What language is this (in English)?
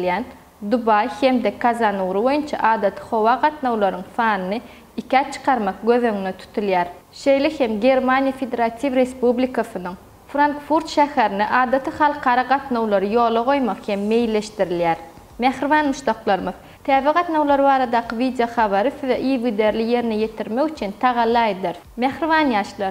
Turkmen